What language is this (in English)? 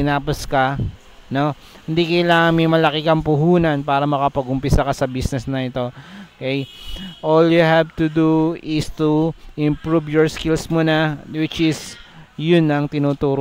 Filipino